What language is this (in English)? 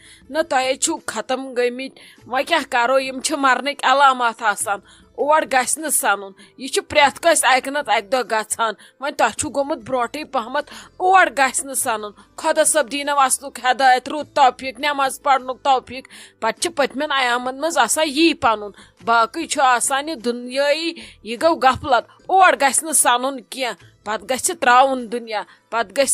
Kashmiri